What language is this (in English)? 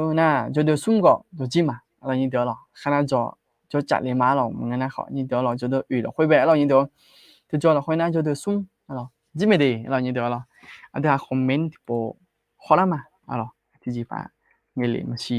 Akha